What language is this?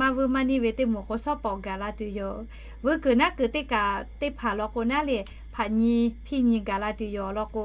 Lahu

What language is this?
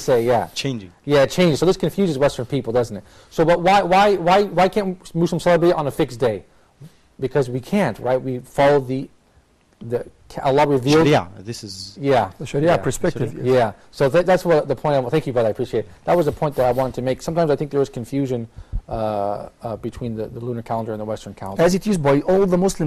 English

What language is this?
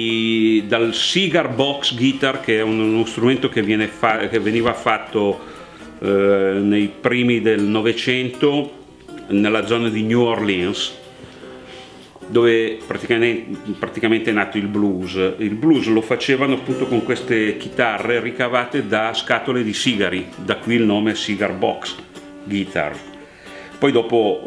Italian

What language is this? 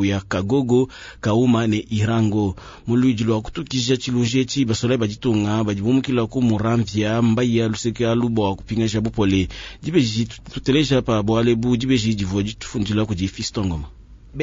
Luba-Lulua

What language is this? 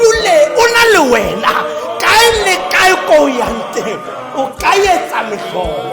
Tswana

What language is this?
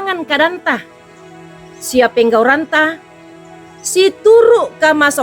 Toraja-Sa'dan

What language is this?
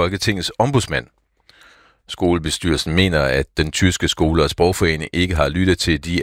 Danish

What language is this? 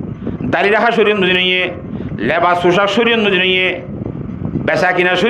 Rohingya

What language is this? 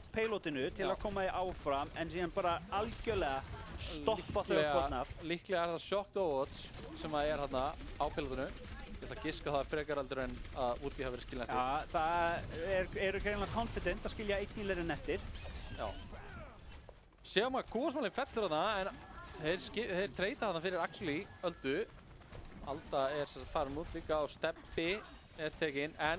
Icelandic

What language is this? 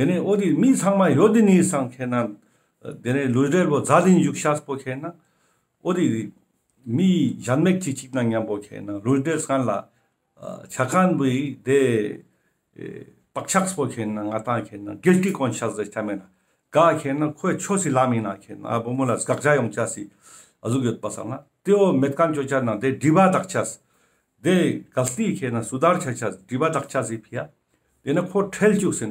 Ladakhi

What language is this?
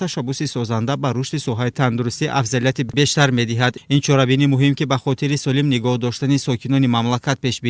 Tajik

